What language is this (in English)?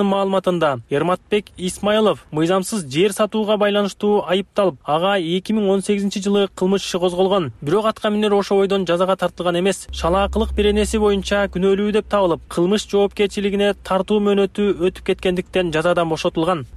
Kyrgyz